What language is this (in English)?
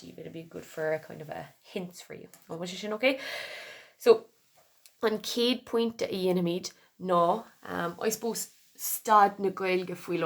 Irish